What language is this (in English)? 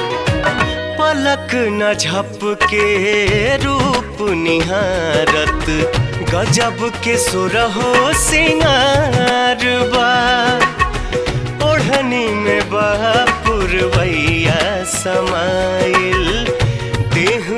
Bhojpuri